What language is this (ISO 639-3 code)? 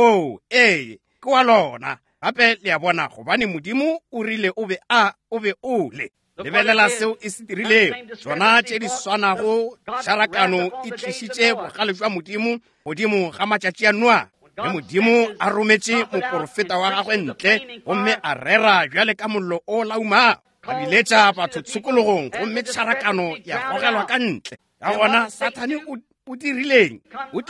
nso